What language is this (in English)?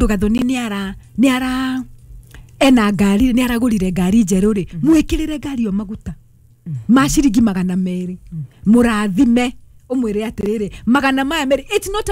Kikuyu